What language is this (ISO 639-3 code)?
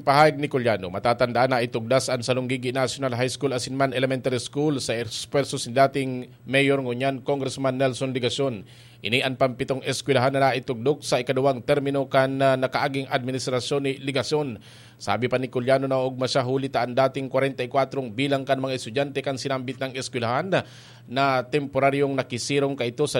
bik